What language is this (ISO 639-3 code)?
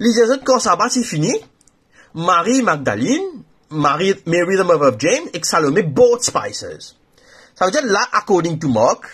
mfe